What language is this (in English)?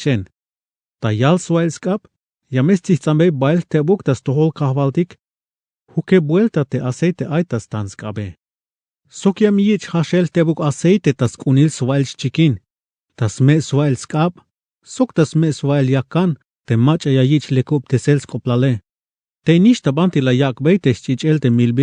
Tzeltal